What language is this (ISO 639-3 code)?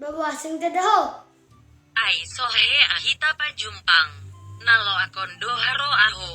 bbc